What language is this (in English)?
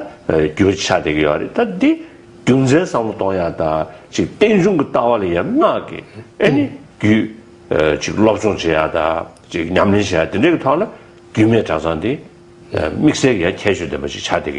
Tibetan